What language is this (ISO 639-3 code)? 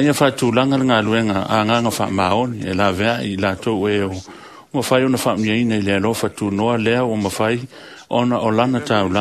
smo